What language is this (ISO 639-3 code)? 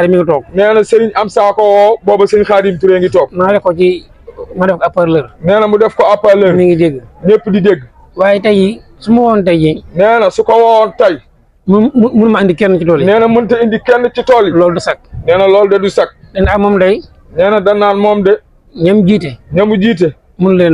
wol